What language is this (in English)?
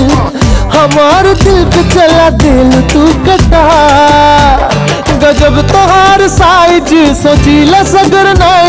Bhojpuri